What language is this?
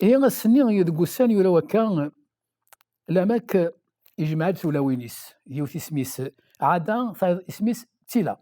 Kabyle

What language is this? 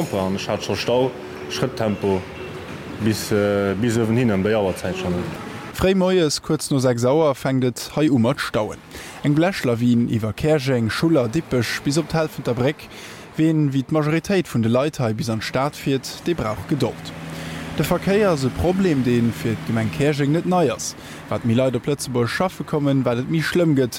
Luxembourgish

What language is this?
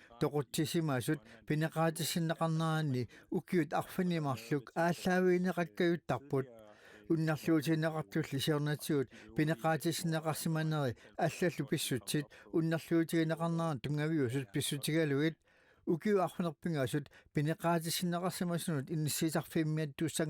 Kalaallisut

